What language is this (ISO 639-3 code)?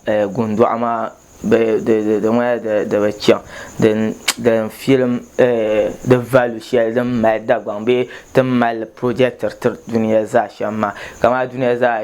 dag